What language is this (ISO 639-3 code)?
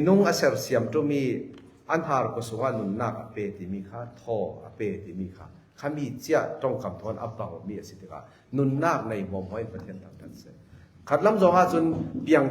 cfm